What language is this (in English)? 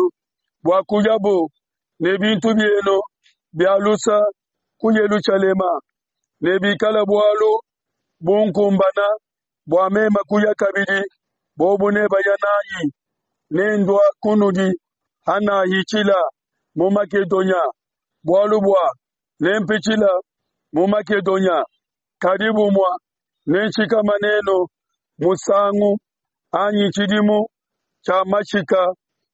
Luba-Lulua